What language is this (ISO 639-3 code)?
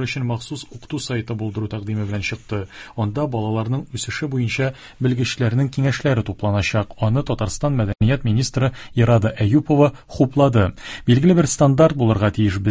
tat